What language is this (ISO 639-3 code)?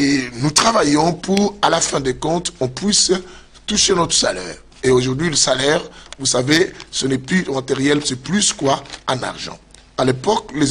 fra